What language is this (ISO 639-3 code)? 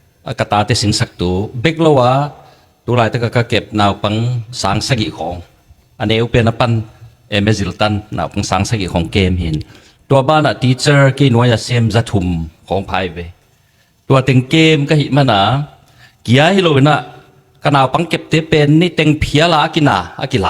ctd